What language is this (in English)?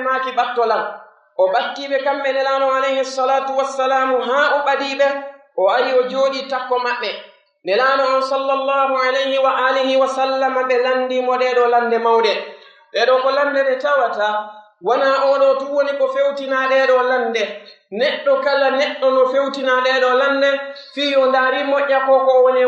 Pular